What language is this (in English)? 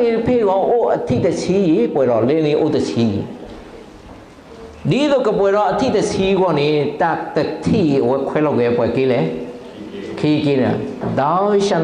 S'gaw Karen